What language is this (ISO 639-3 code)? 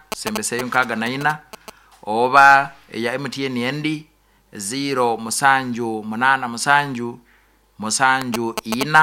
nyn